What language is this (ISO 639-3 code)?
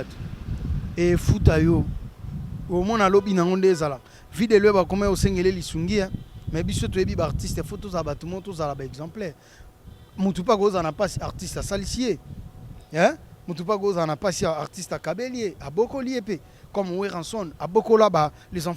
lin